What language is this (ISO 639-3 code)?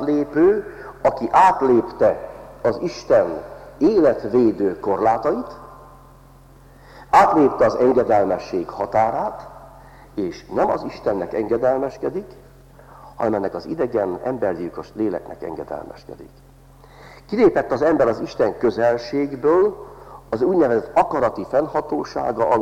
hun